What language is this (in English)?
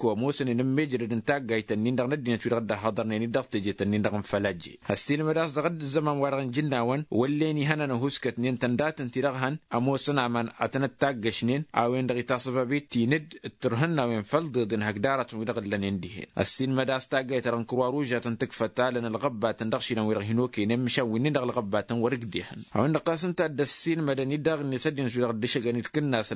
Tamasheq